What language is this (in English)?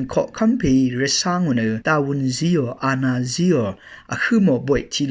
Rawang